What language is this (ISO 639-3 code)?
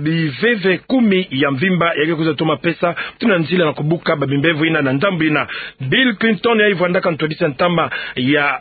ktu